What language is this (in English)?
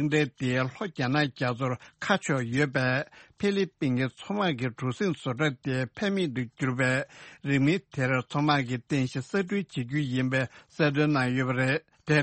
Tibetan